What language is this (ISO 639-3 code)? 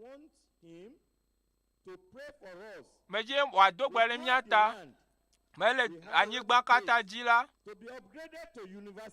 ewe